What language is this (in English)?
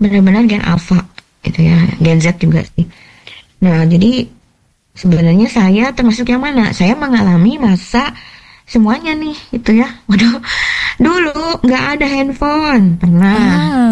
Indonesian